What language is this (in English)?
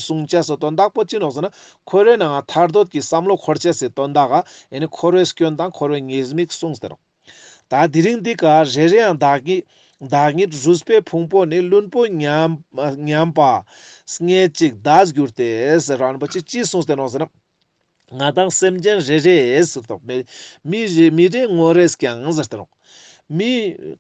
Ladakhi